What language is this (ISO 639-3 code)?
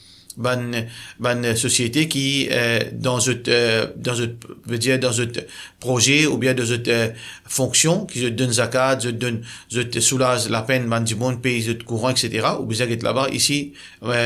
mfe